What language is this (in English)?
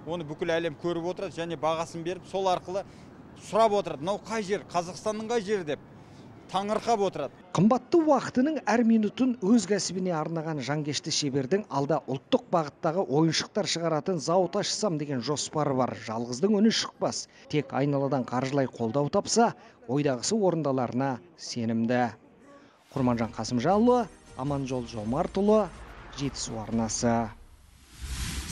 Kazakh